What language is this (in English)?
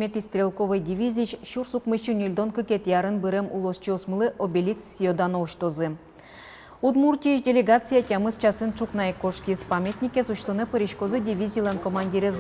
Udmurt